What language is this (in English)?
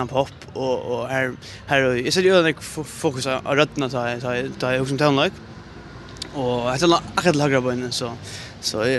Faroese